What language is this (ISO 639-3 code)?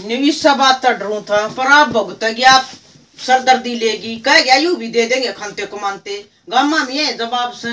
bgc